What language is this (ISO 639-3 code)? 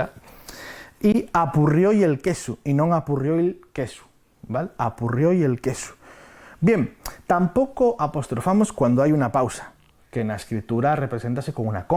ast